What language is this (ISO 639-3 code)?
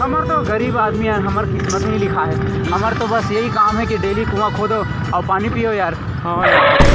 hne